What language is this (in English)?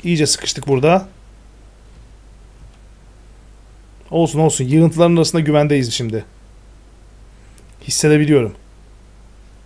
Turkish